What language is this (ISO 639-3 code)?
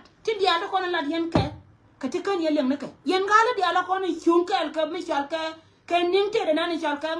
nus